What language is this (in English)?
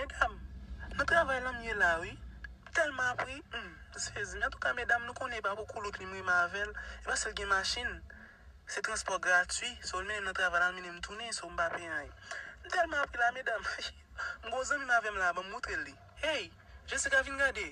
Haitian Creole